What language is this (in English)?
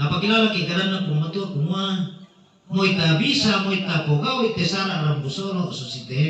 Toraja-Sa'dan